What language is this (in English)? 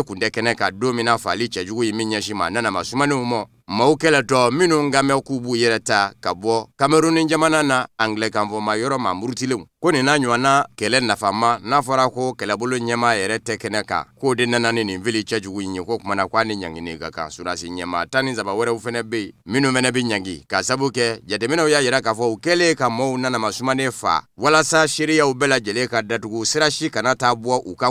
Bambara